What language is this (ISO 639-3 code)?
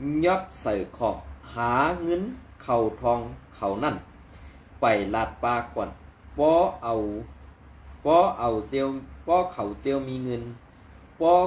shn